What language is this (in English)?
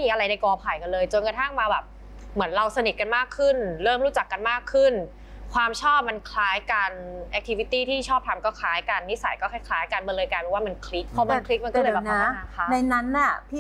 Thai